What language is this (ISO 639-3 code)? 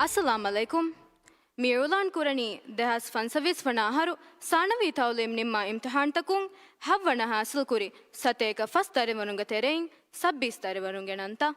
div